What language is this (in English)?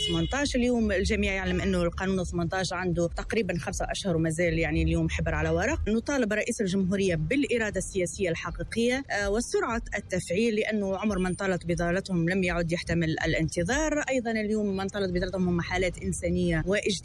Tunisian Arabic